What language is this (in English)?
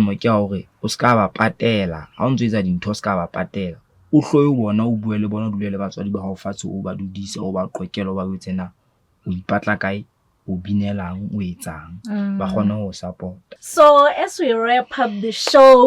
Southern Sotho